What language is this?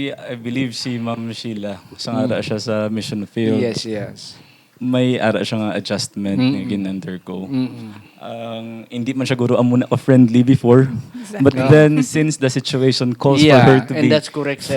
Hiligaynon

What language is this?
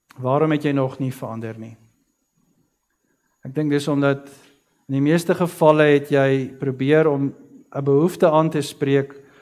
Afrikaans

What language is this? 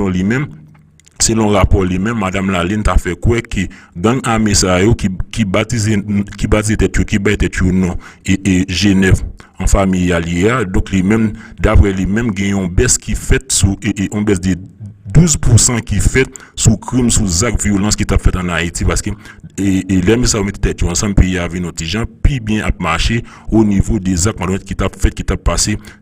Haitian Creole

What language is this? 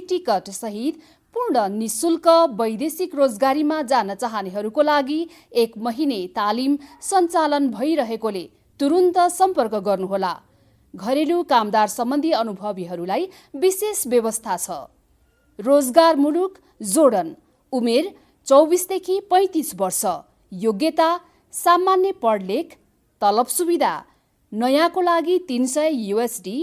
Nepali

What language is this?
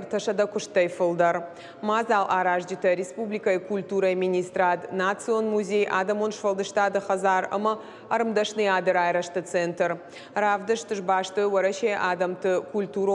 Ossetic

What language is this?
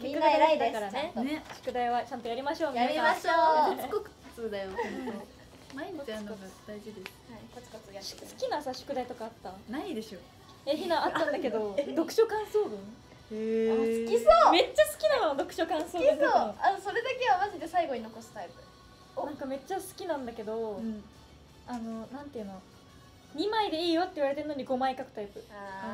Japanese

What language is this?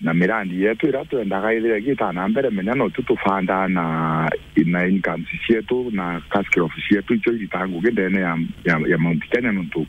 Meru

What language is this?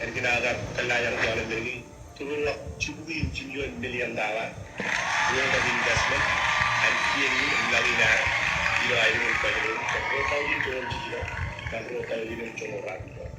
Marshallese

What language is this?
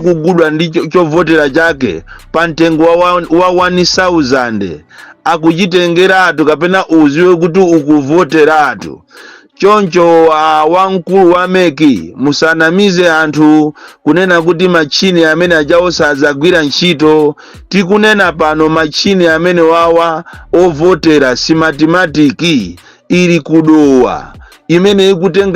Nyanja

